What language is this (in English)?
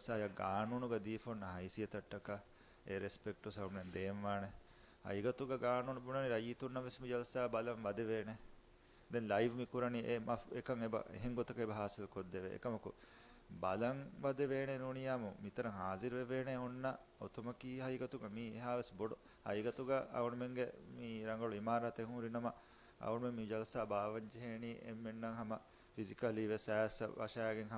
Divehi